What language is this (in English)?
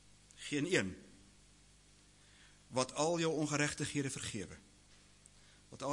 Afrikaans